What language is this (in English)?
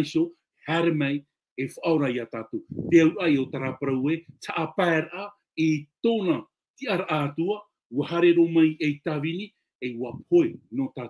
Tahitian